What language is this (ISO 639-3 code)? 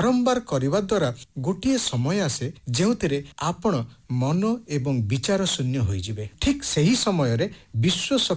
ori